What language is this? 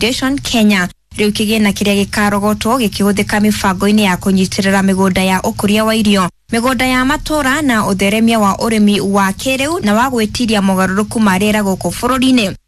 Kikuyu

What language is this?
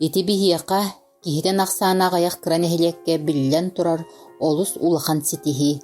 Yakut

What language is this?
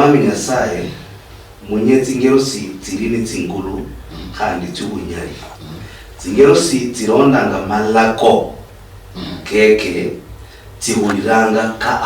Luyia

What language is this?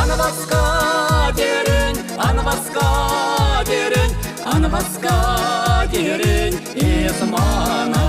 Chuvash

